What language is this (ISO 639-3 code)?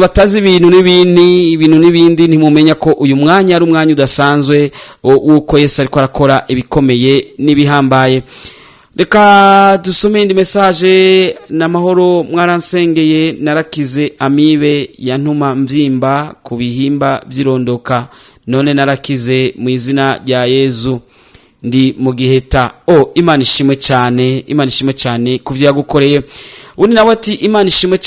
run